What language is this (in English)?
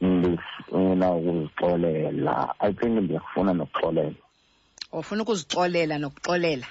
Xhosa